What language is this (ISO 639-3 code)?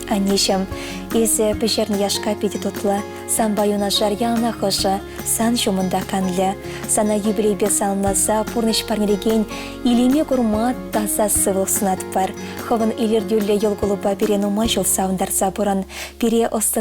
chv